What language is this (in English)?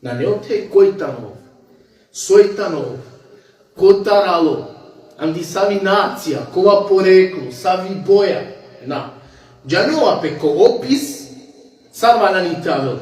Balkan Romani